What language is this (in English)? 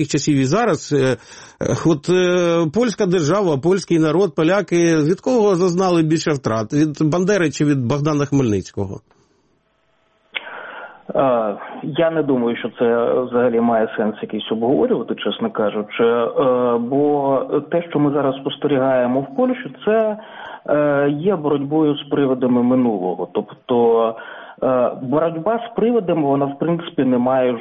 Ukrainian